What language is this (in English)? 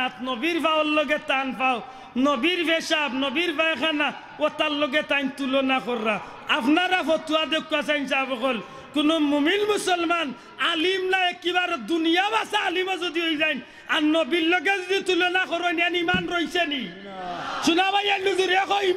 Sylheti